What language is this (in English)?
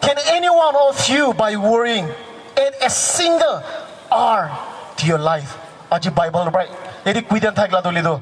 Naga Pidgin